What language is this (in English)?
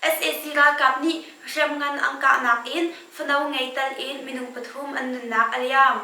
Hakha Chin